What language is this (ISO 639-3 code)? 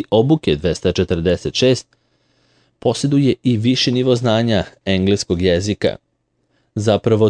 srp